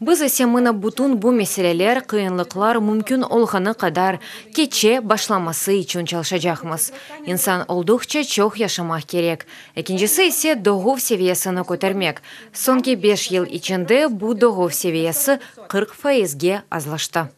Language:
Crimean Tatar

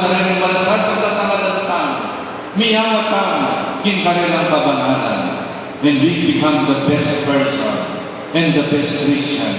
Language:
Pampanga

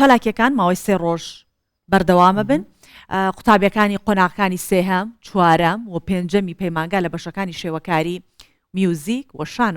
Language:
Central Kurdish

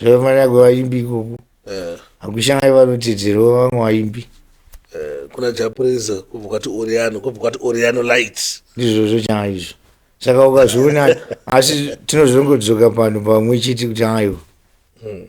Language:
Shona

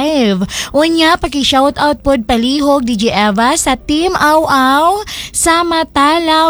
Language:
Cebuano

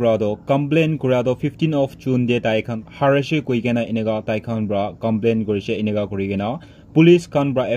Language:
Naga Pidgin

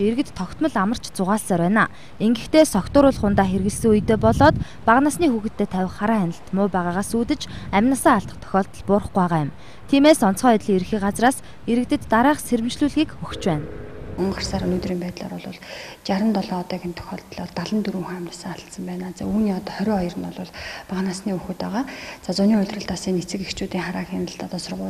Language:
Mongolian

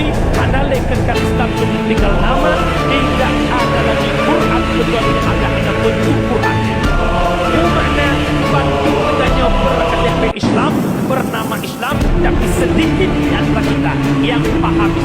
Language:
Achinese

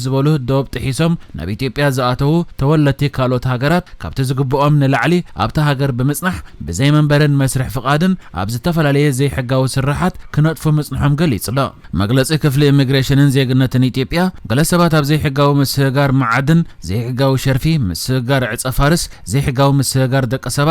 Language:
Tigrinya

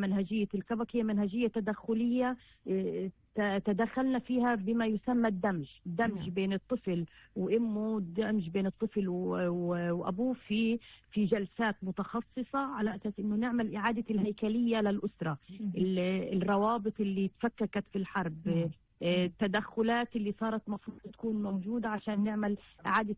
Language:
North Levantine Arabic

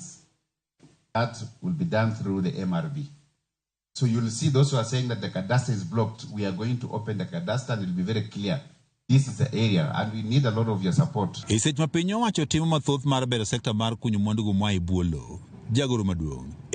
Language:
Luo (Kenya and Tanzania)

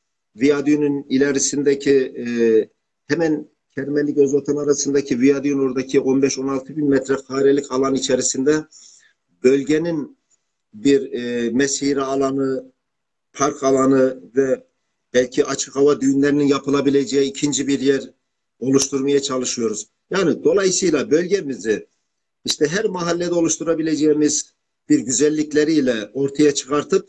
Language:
Turkish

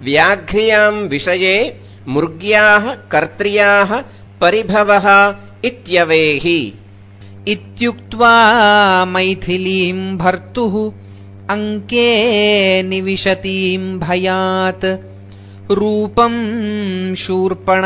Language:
Sanskrit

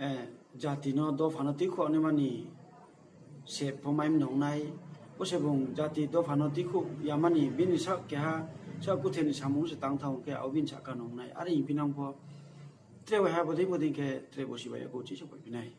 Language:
Riang (India)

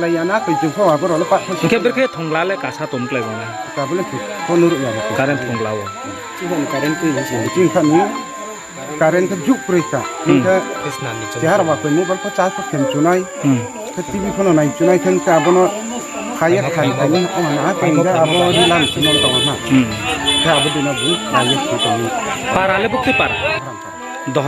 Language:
Riang (India)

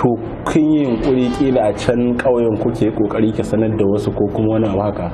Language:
Hausa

